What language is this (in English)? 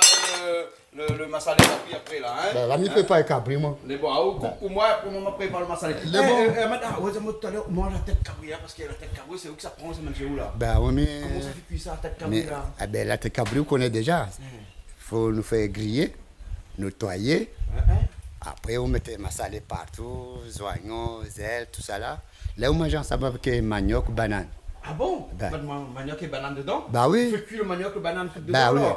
Réunion Creole French